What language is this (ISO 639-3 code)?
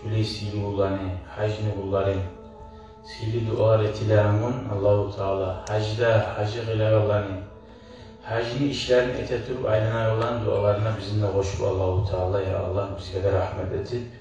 kum